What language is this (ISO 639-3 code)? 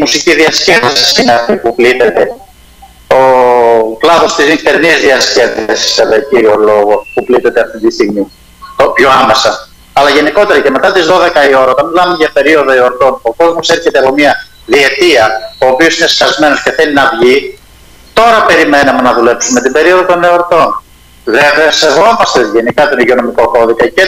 ell